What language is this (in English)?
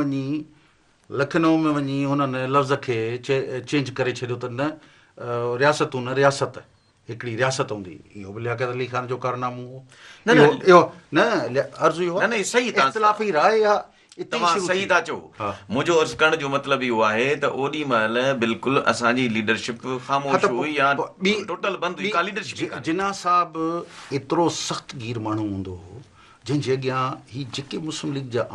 Sindhi